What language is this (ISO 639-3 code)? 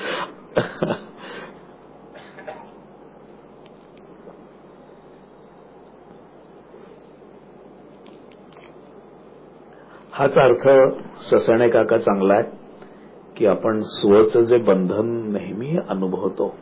mar